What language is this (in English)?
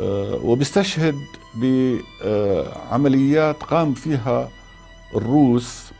North Levantine Arabic